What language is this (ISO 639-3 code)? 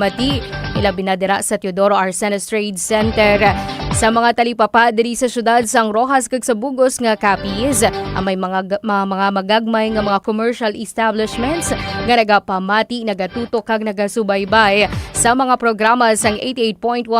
hil